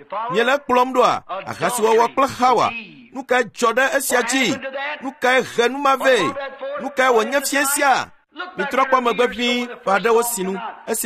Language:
Ewe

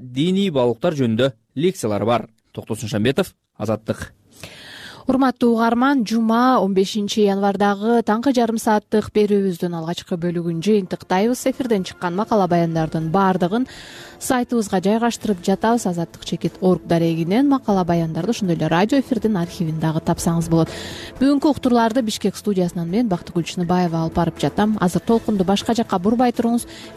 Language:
Kyrgyz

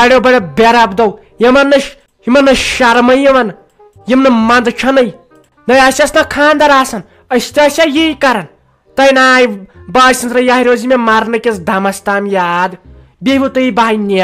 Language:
Kashmiri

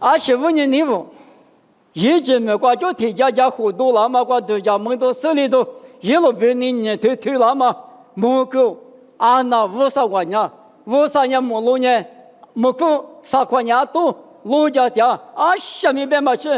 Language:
Lisu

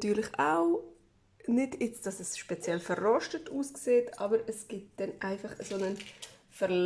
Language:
Swiss German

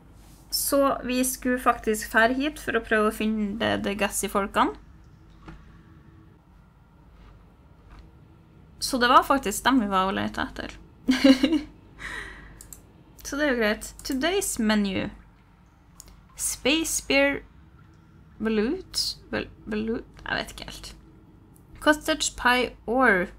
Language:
Norwegian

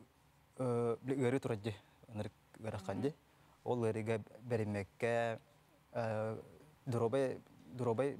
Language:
Yakut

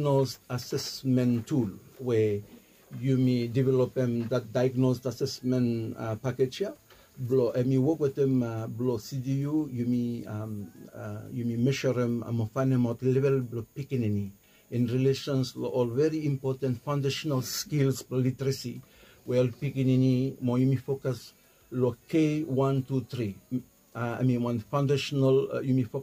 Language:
Bislama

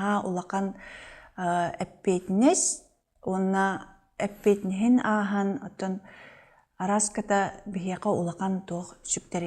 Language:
Yakut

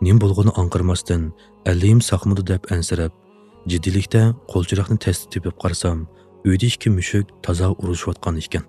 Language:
Uyghur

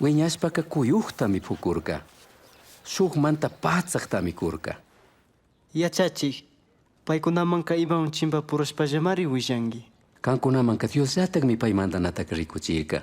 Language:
Chimborazo Highland Quichua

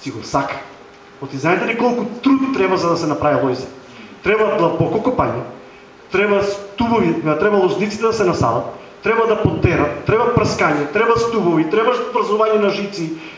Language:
Macedonian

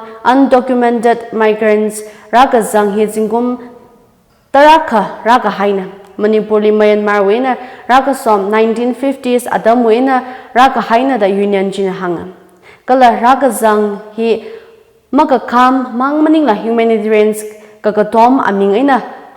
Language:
Tangkhul Naga (India)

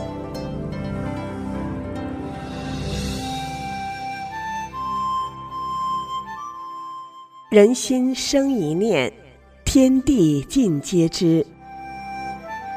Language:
Chinese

